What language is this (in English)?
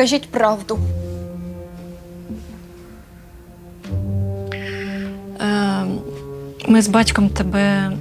Ukrainian